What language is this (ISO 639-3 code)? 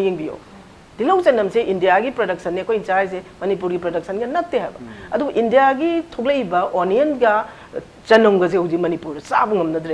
mni